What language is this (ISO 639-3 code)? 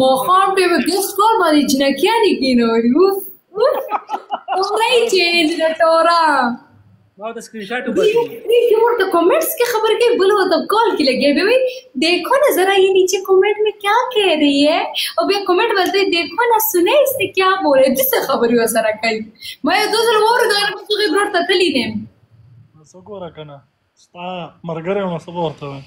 pus